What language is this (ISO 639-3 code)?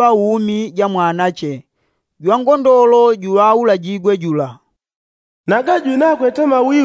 yao